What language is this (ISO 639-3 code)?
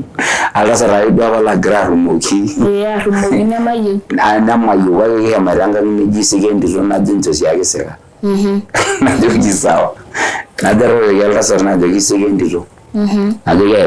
mas